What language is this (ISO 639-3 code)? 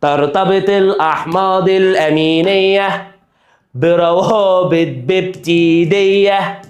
arz